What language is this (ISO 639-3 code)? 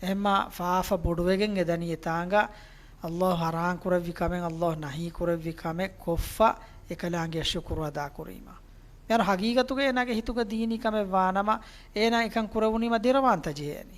div